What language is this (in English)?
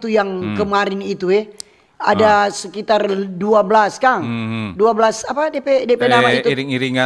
Manado Malay